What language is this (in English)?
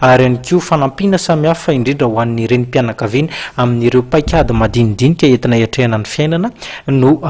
Malagasy